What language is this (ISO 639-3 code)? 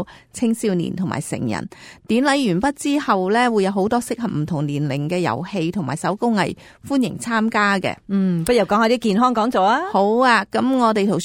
yue